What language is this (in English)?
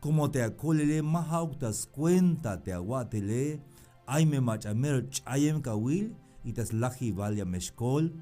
Tzeltal